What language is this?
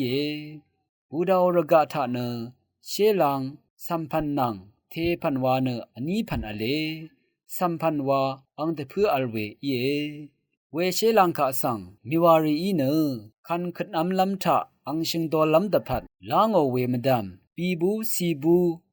Rawang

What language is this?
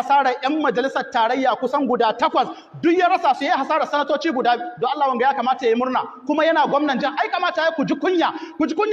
Hausa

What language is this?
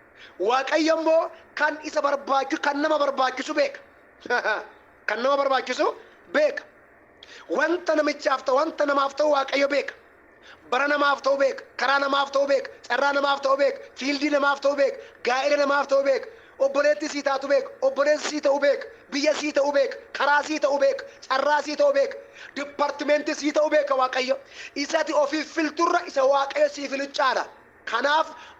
Oromo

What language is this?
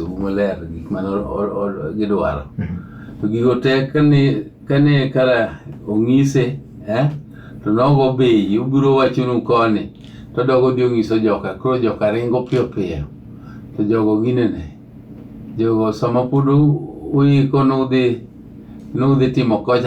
Luo (Kenya and Tanzania)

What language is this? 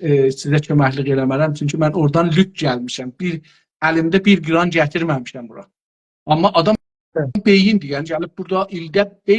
South Azerbaijani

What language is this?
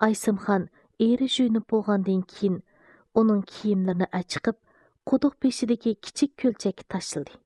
Uyghur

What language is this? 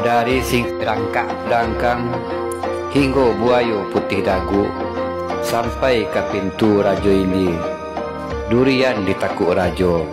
Minangkabau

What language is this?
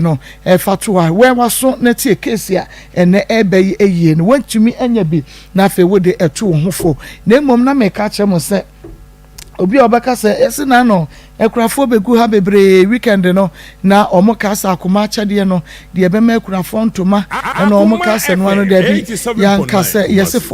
Akan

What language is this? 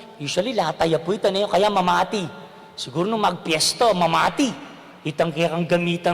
Pampanga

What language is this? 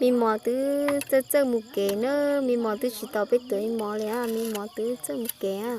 Hmong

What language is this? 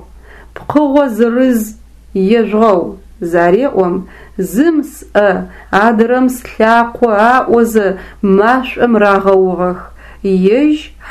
Adyghe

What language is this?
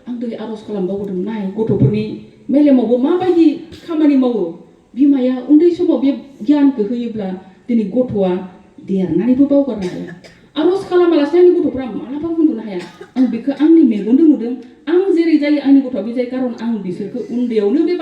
Bodo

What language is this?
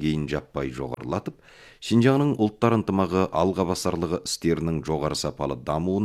Kazakh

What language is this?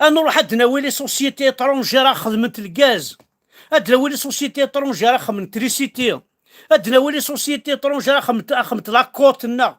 Kabyle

